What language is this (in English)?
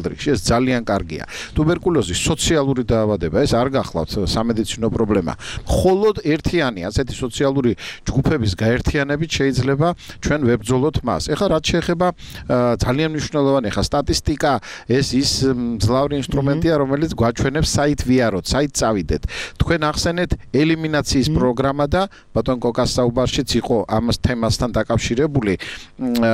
Georgian